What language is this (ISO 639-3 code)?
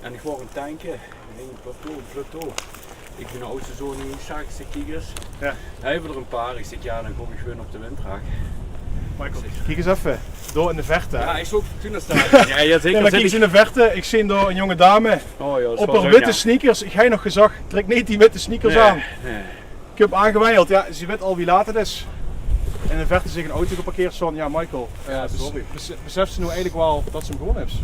lim